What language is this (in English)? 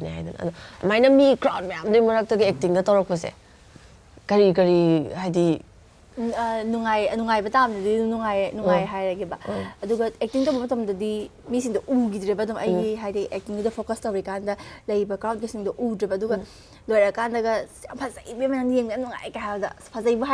Manipuri